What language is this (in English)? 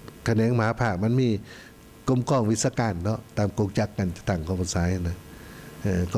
Lao